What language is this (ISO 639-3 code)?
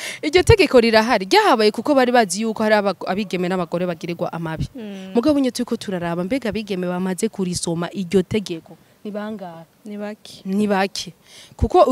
run